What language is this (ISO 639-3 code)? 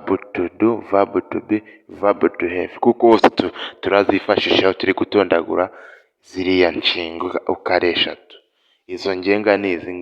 kin